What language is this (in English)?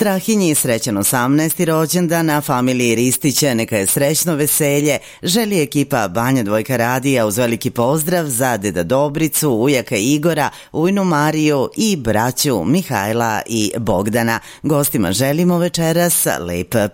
Serbian